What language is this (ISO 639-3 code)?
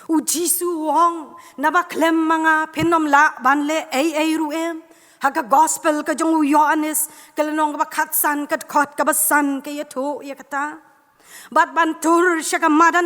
kha